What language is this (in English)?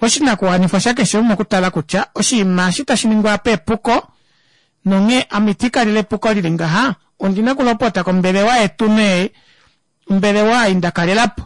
Kuanyama